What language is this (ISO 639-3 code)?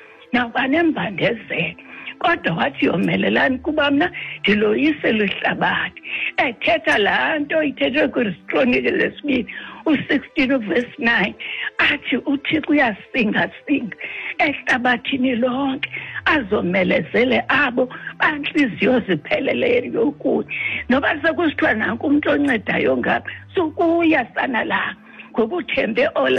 xho